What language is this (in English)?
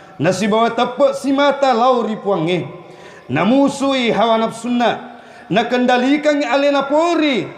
Buginese